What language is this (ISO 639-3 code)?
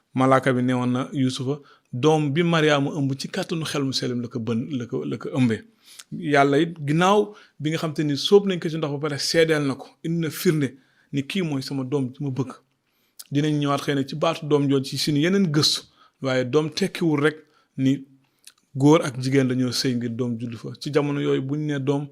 wol